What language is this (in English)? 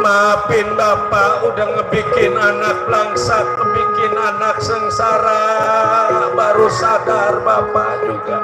Betawi